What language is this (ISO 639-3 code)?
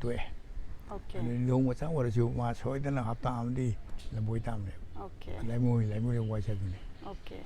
mni